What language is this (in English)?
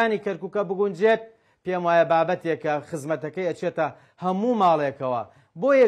Central Kurdish